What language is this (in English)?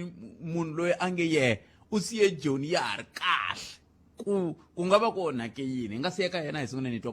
Tsonga